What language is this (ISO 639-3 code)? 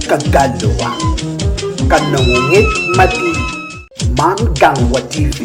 ach